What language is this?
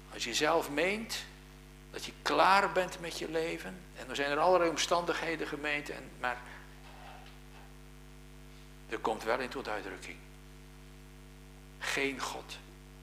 Dutch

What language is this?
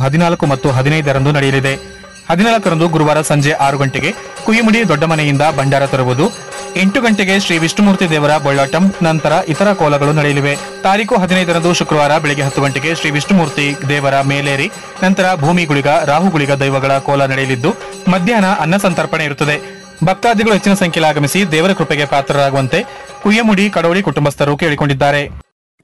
Kannada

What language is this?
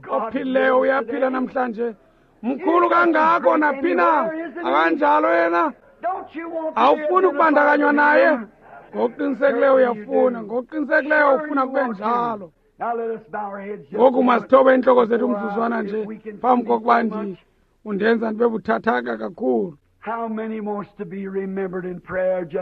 Xhosa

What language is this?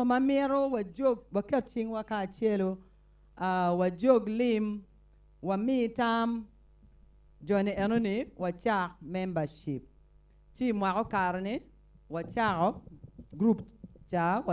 Acoli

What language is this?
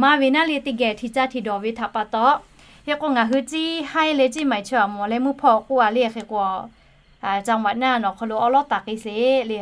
Lahu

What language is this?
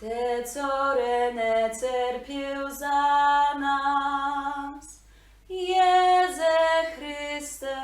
Kashubian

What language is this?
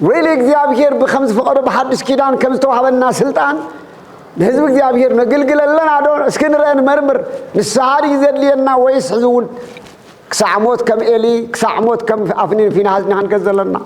Tigrinya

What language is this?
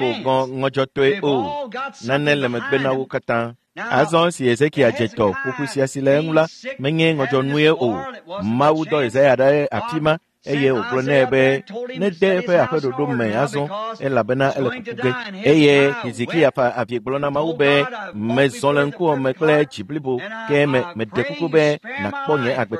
Ewe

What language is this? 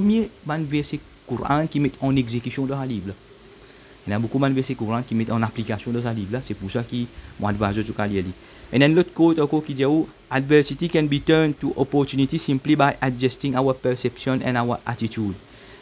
Morisyen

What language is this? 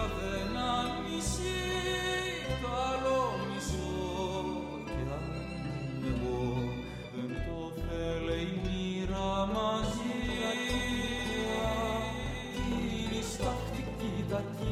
Greek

